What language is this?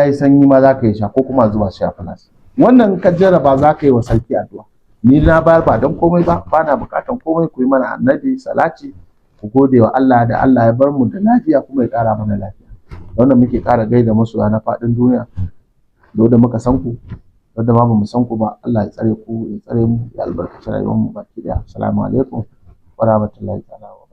Hausa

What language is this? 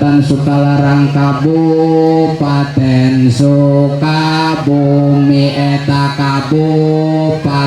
Sundanese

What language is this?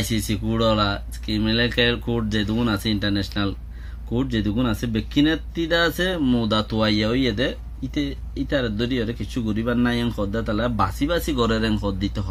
Rohingya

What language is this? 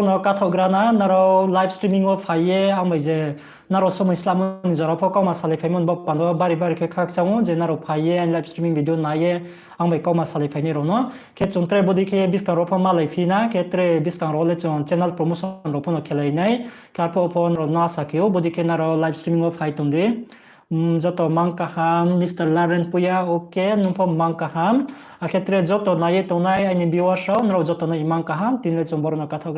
Riang (India)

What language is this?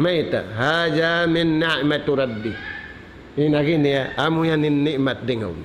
Tausug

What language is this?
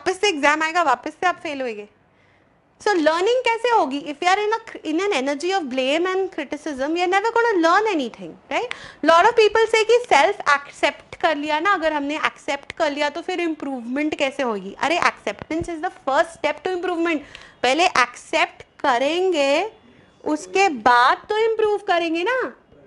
Hindi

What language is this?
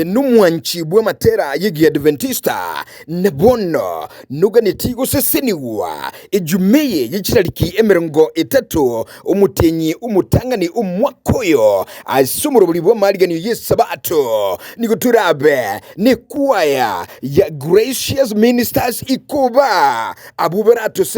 Gusii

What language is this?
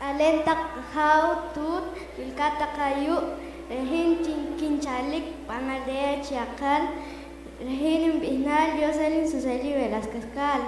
Poqomchi'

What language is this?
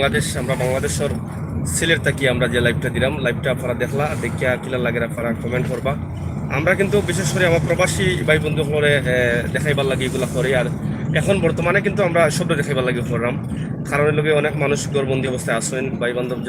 Sylheti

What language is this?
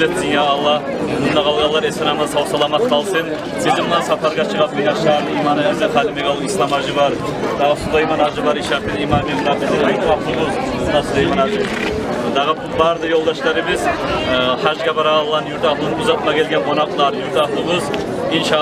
Kumyk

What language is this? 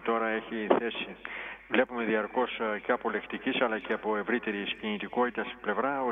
Greek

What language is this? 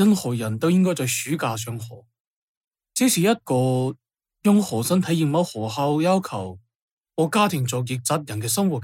Cantonese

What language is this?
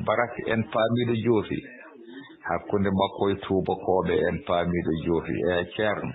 Fula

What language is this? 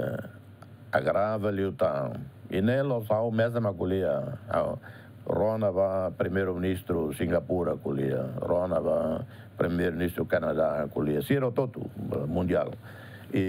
Tetum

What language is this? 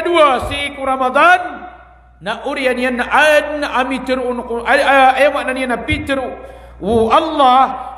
Maranao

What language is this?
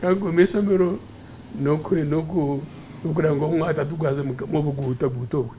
Nyankole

